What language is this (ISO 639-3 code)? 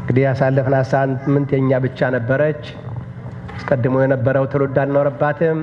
amh